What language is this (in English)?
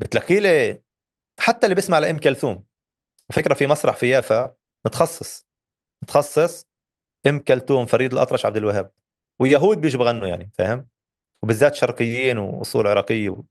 North Levantine Arabic